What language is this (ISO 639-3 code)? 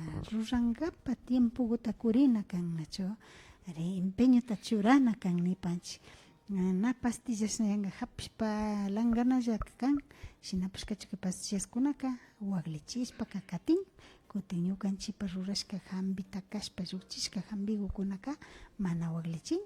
qvi